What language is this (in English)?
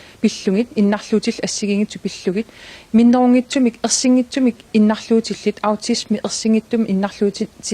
Kalaallisut